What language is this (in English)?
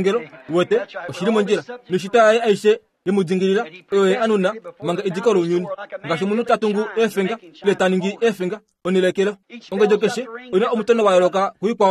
Kuanyama